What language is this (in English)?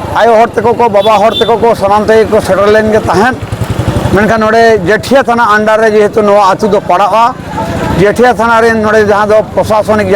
Santali